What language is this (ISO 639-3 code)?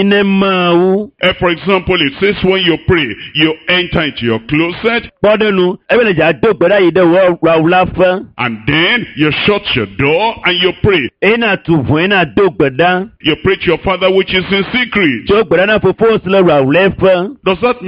ewe